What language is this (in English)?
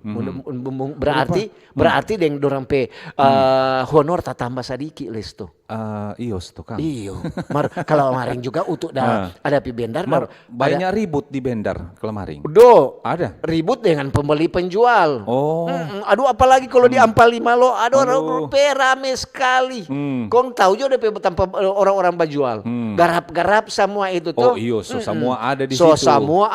Manado Malay